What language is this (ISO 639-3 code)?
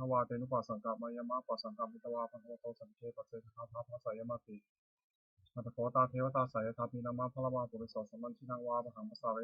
pli